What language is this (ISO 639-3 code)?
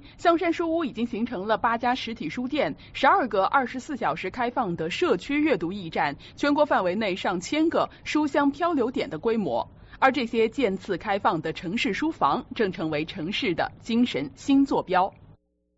zho